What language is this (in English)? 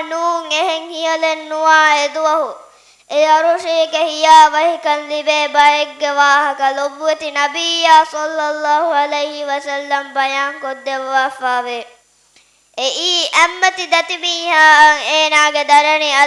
Divehi